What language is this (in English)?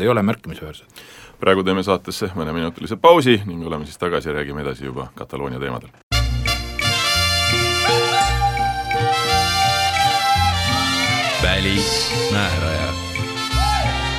Estonian